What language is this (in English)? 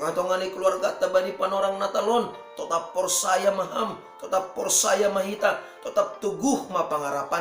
Batak Simalungun